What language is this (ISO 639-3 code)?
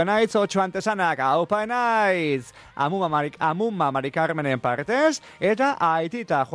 eus